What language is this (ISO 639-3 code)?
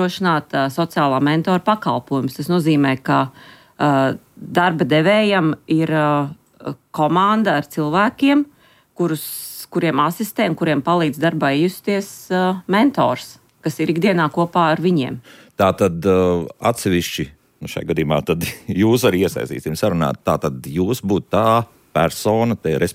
lav